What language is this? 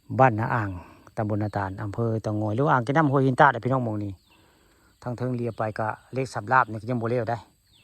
Northeastern Thai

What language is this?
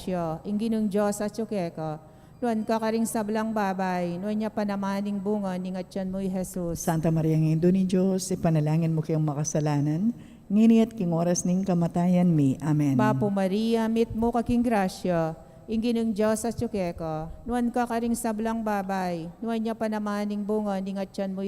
Pampanga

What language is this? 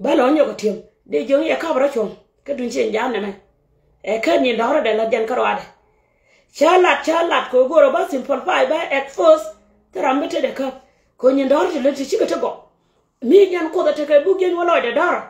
Nuer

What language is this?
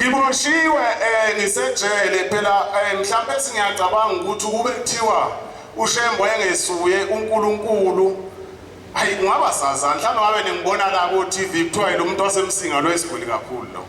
Zulu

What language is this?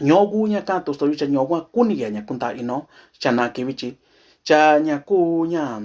Mixtepec Mixtec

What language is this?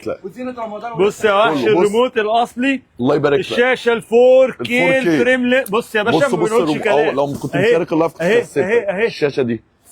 Egyptian Arabic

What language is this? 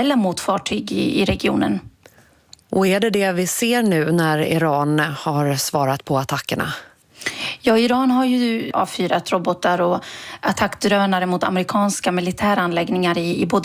Swedish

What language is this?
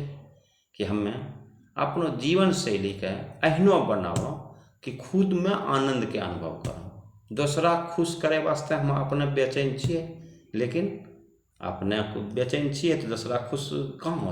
Angika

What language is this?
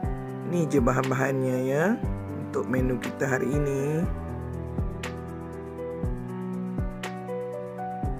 Malay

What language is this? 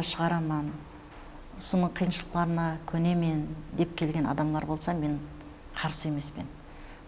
Kara-Kalpak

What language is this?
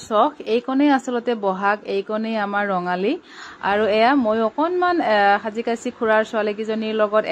Assamese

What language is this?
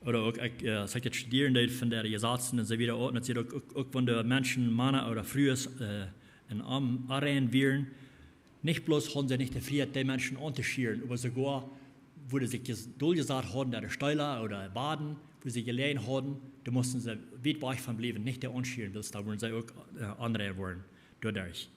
Plautdietsch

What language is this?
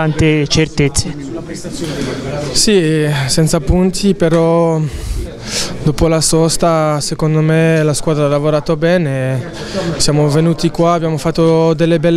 Italian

